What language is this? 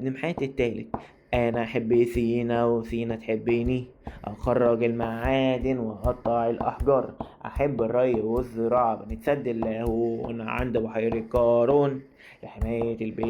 Egyptian Arabic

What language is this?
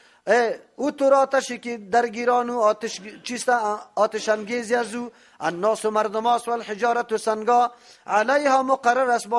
Persian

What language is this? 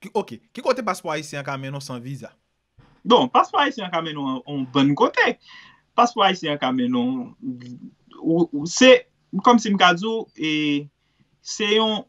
Haitian Creole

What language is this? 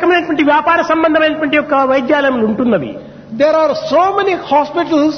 Telugu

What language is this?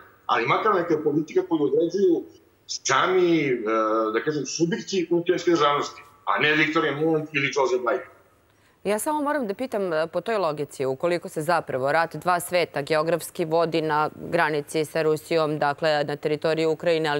Serbian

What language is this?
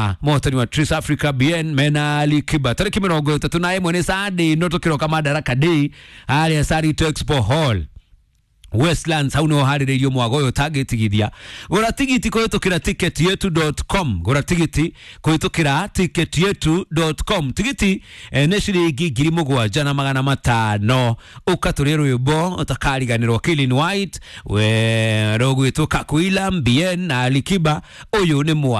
Kikuyu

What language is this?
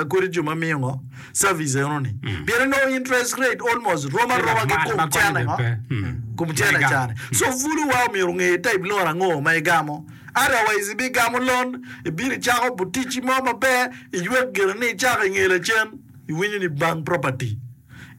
Acoli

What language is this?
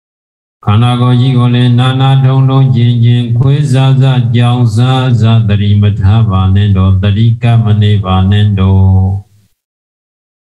Burmese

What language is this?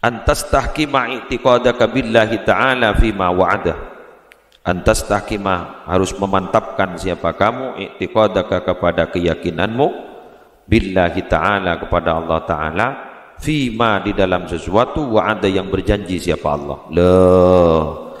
Madurese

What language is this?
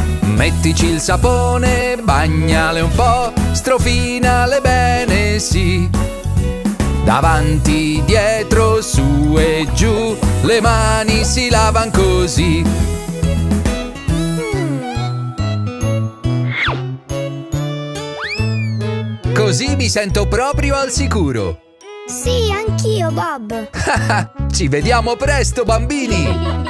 Italian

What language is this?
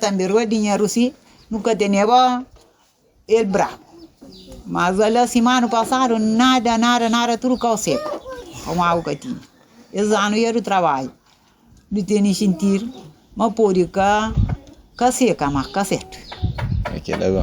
Kabuverdianu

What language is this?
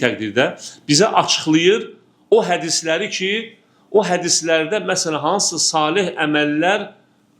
Azerbaijani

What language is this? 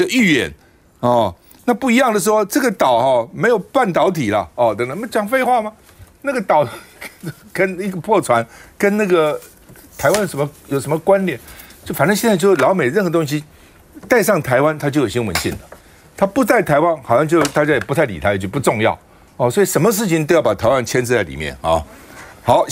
Chinese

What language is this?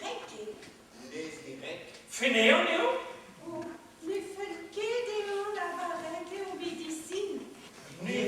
Breton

